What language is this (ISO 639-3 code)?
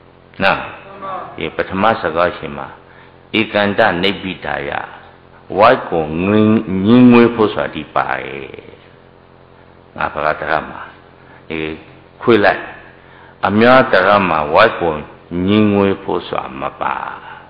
mya